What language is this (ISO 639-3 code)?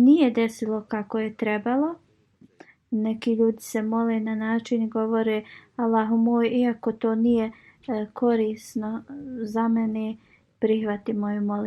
bos